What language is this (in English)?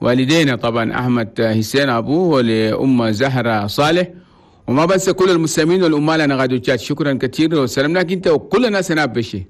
Chadian Arabic